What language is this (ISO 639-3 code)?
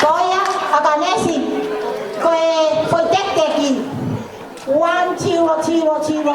ton